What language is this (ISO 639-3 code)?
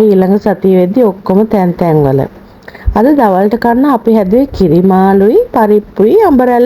sin